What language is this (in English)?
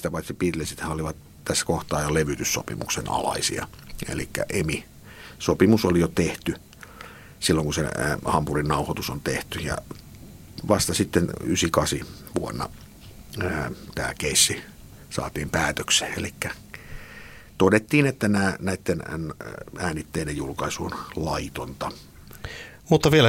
Finnish